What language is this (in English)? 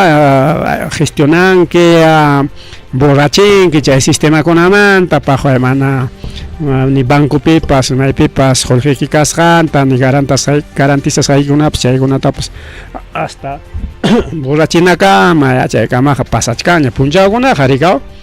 Ayacucho Quechua